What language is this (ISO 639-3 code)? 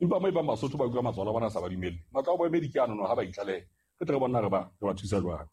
sot